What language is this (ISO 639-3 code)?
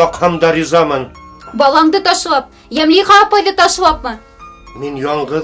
bak